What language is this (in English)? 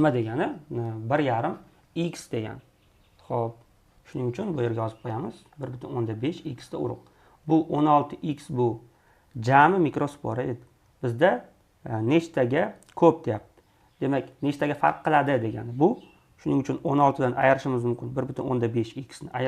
Uzbek